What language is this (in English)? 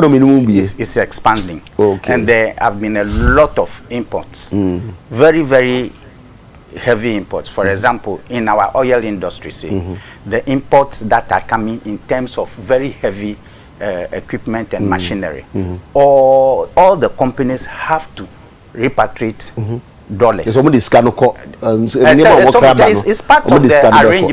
Akan